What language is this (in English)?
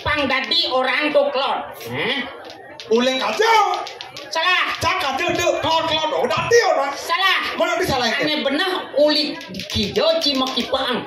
Balinese